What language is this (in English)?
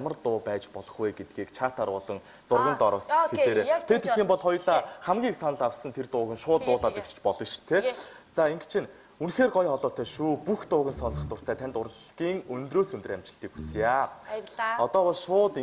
Mongolian